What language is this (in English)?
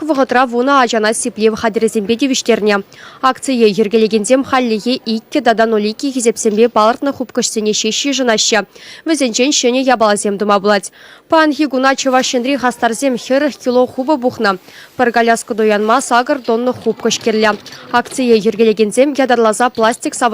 Chuvash